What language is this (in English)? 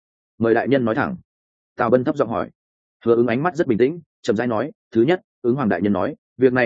Vietnamese